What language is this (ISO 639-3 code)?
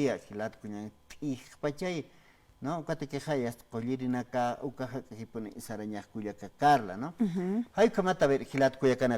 aym